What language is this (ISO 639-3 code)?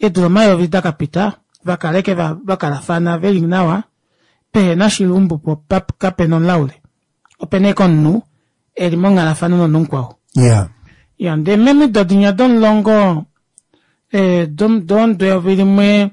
kua